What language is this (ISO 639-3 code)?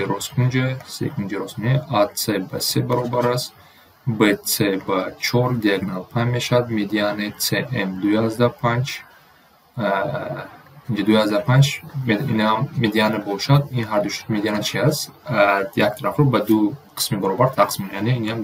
tgk